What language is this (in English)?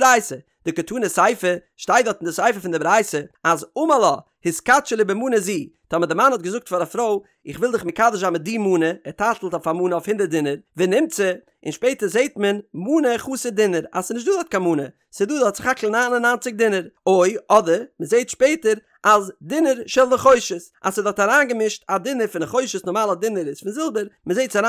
Yiddish